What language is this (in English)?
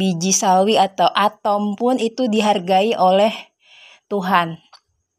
Indonesian